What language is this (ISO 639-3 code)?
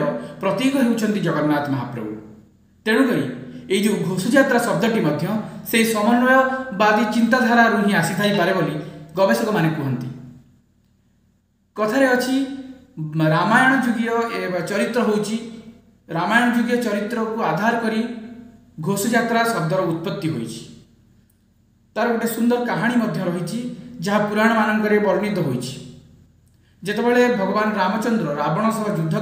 ori